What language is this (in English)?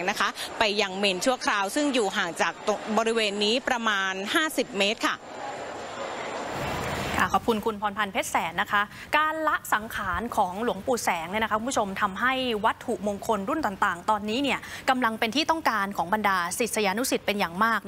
Thai